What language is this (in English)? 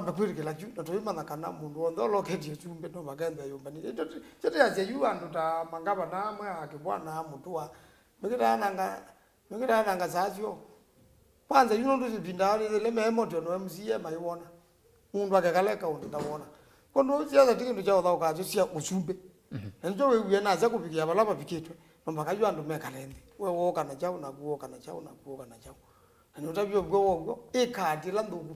Kamba